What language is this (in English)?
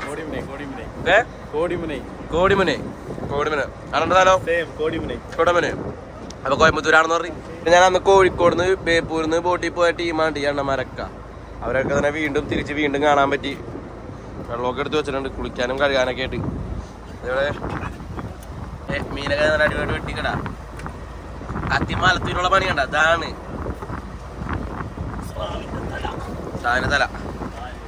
Malayalam